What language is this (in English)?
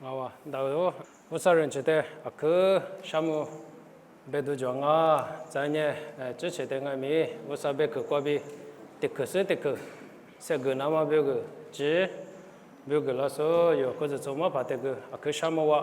Lisu